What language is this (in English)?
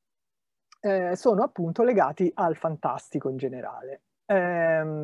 Italian